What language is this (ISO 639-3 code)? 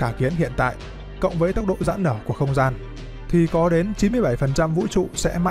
vie